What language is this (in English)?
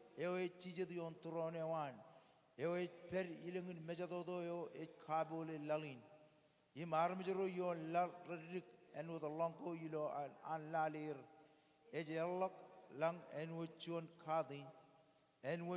Marshallese